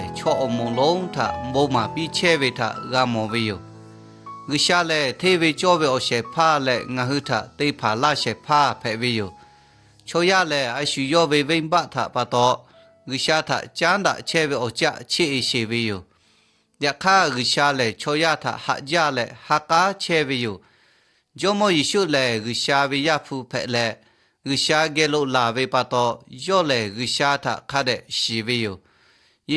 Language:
Lahu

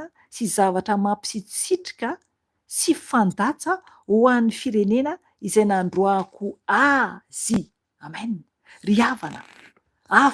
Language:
Malagasy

